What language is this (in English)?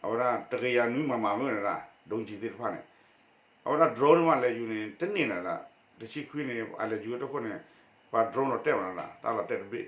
S'gaw Karen